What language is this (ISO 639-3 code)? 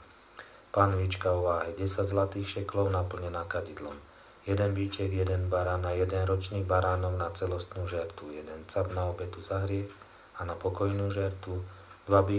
slk